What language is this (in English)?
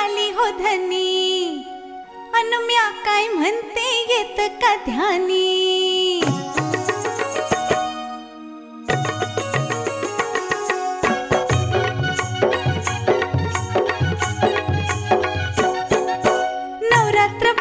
Marathi